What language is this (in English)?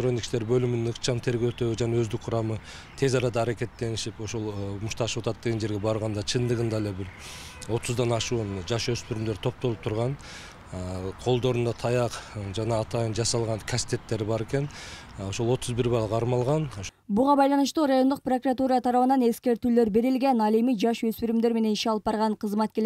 Kyrgyz